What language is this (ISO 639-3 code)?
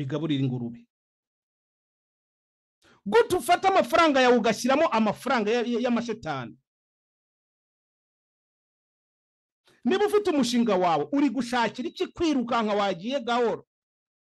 kin